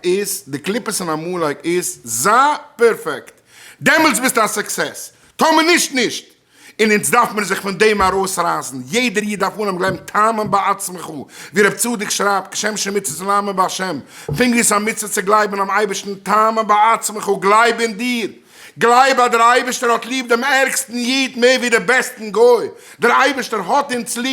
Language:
Yiddish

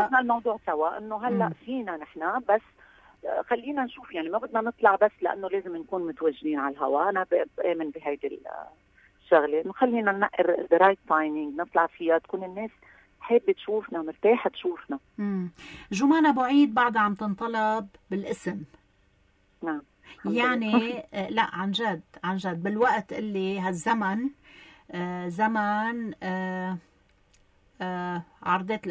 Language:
North Levantine Arabic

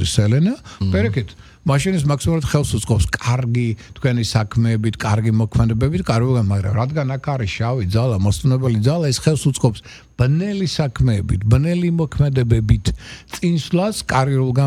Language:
Georgian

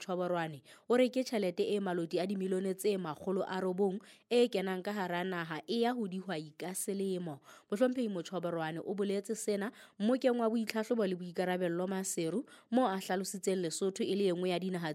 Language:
Southern Sotho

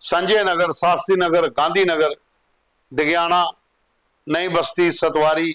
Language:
Dogri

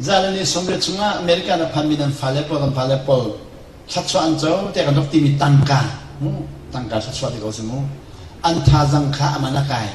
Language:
Hakha Chin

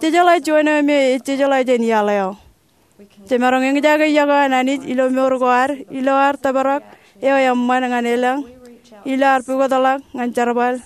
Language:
Marshallese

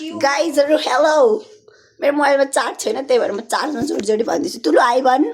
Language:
Nepali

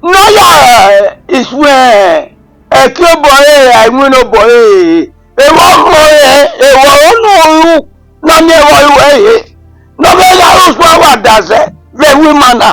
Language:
Bini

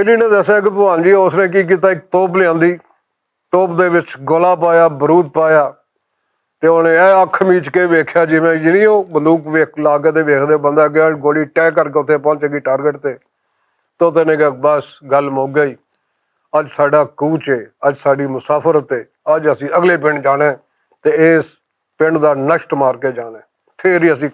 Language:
Western Panjabi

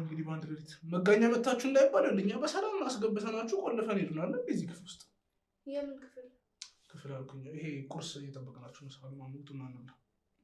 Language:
Amharic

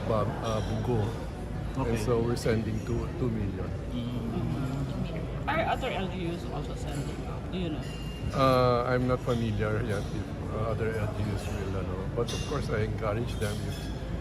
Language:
Hiligaynon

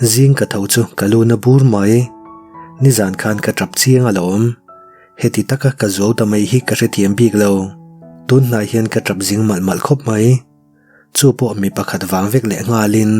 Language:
Mizo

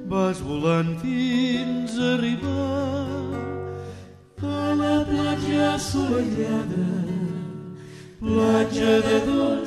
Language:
Catalan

